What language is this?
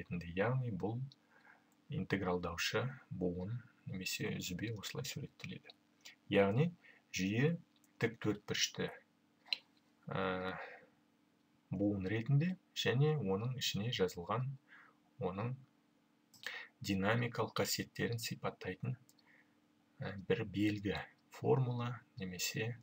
Kazakh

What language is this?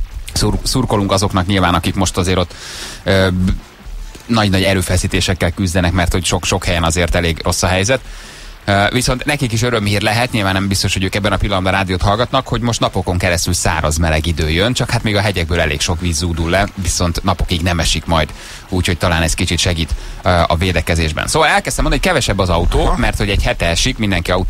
Hungarian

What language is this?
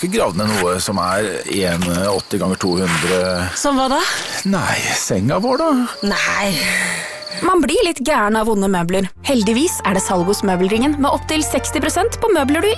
Norwegian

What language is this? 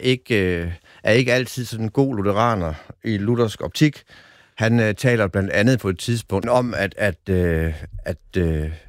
Danish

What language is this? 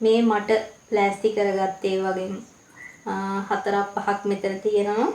Sinhala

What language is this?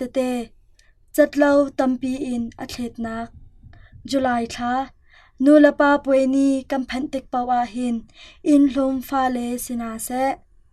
Hakha Chin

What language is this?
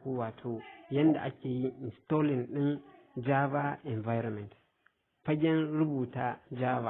Hausa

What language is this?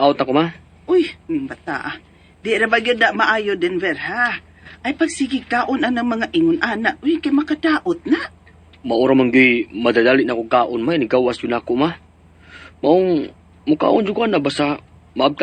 Cebuano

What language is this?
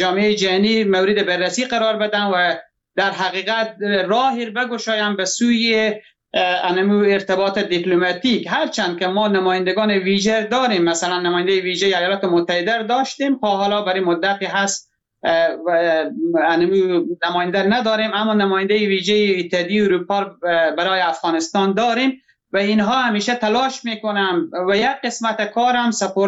Persian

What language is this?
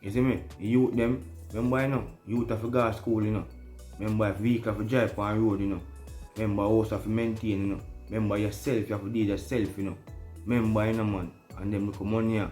Jamaican Creole English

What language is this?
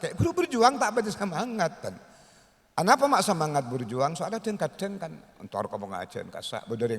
Madurese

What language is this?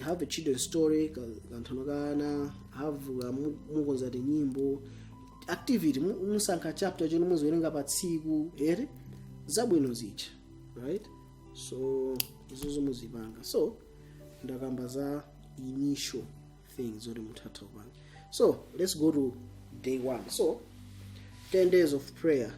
Nyanja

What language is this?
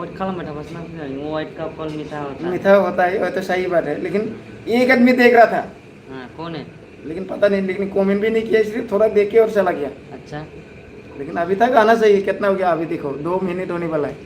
Bodo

